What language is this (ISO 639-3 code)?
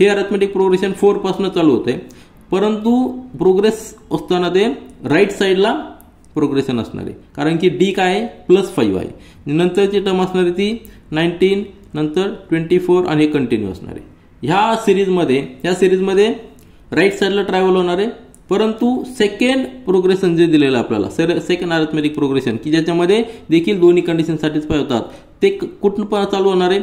mar